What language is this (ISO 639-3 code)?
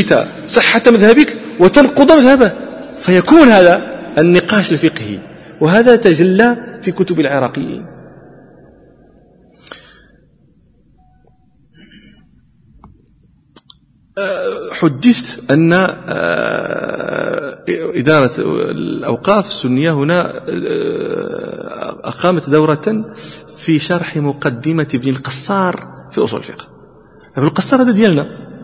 ara